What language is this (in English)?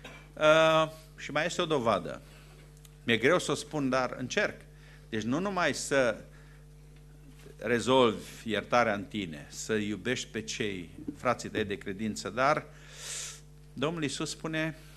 Romanian